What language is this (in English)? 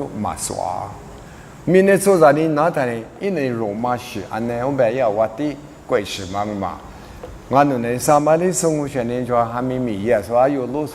Lisu